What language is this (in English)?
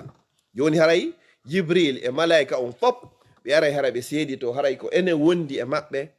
Fula